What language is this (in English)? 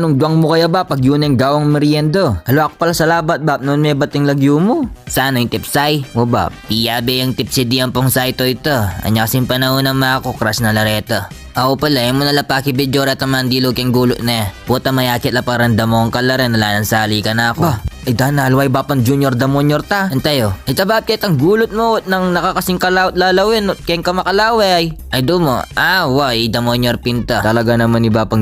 Pampanga